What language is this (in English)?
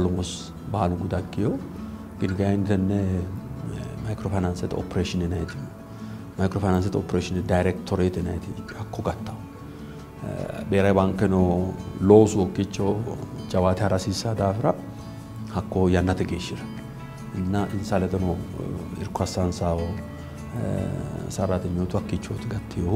Sidamo